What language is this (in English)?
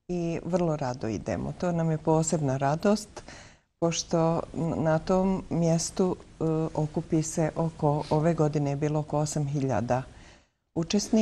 Bosnian